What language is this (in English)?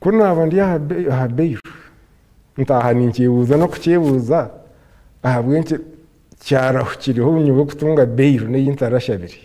Nyankole